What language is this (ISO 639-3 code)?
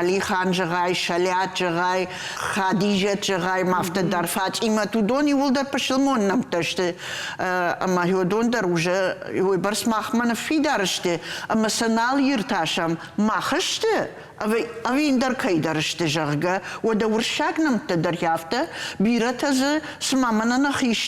oss